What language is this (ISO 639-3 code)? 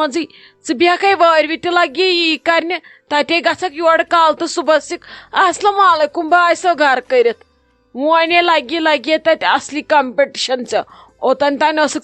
kas